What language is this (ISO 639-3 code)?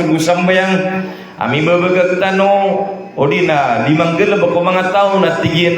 mrw